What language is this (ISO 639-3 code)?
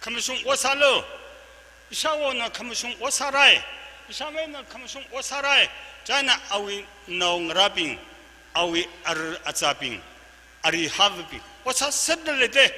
nmf